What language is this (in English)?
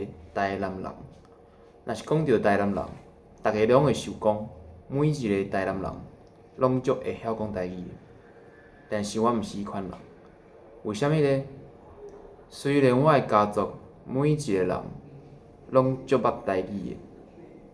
Min Nan Chinese